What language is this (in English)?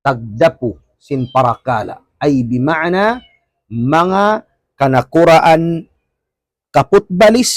Tausug